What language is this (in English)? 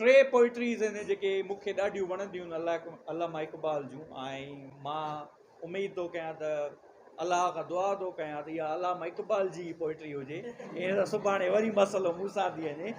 Sindhi